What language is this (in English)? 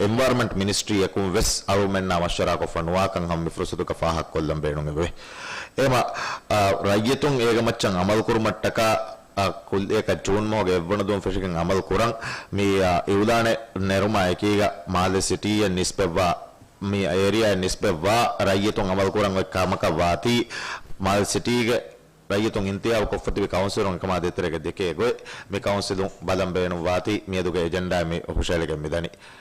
Divehi